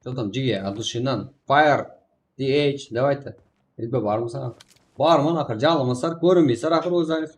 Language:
Kara-Kalpak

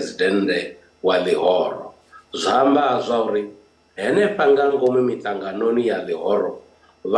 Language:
Venda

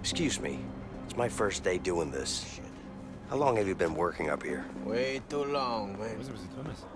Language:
Bavarian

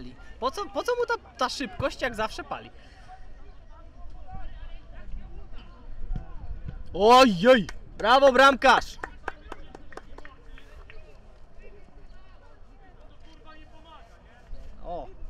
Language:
Polish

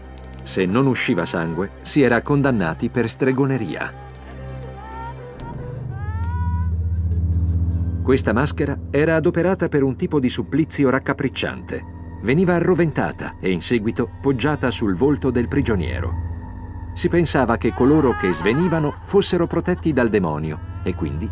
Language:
Italian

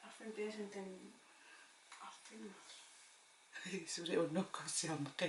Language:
Kalaallisut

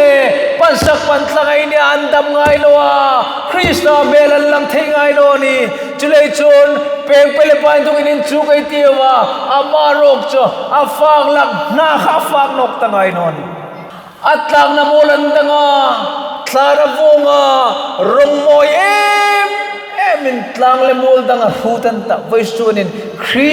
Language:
Hmar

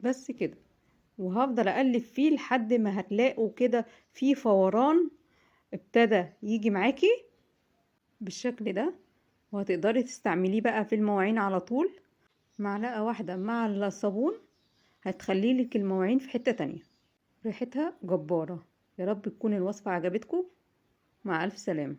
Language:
Egyptian Arabic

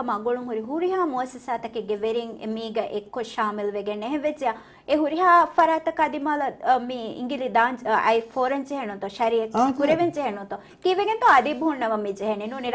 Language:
Divehi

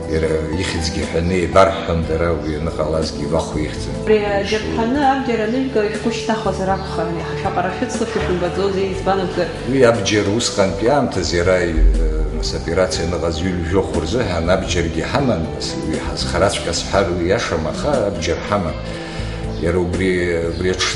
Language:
Abkhazian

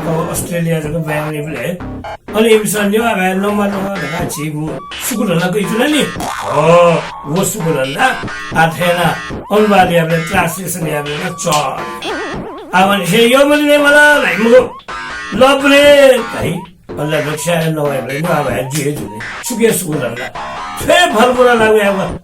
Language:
Newari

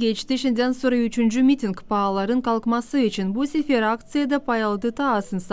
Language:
Gagauz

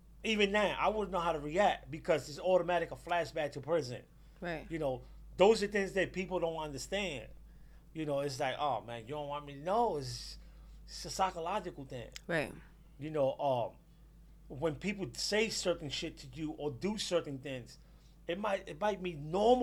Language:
English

